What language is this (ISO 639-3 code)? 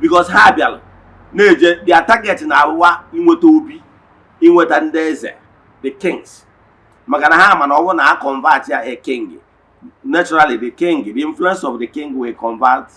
ibo